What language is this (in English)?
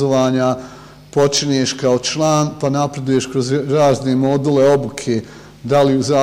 Bosnian